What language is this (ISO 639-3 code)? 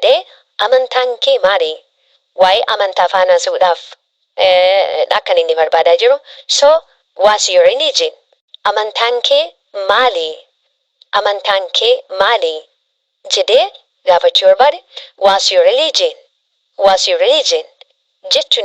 orm